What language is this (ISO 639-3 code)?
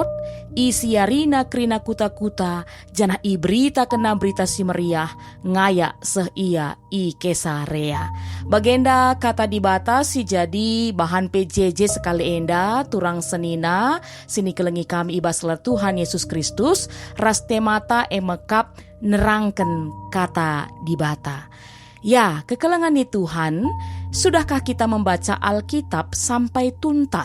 btx